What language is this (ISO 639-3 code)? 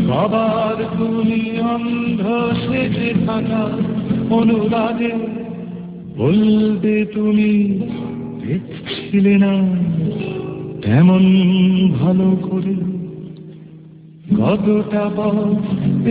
ben